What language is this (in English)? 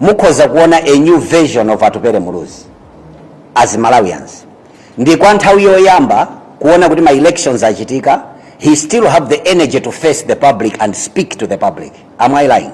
Nyanja